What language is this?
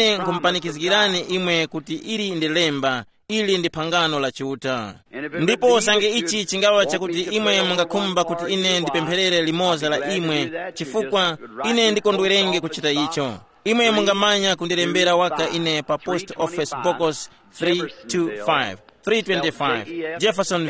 Tumbuka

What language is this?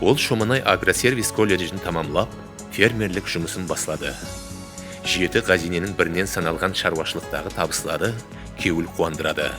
Kara-Kalpak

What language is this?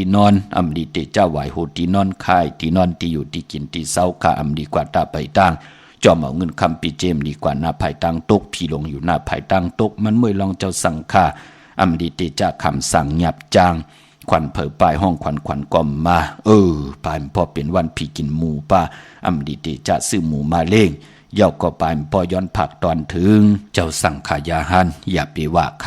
Shan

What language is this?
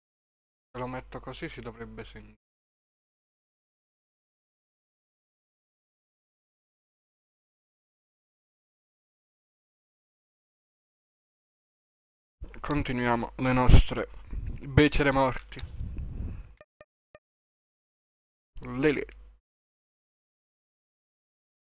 Italian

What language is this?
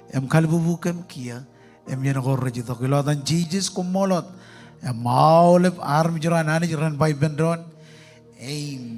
Marshallese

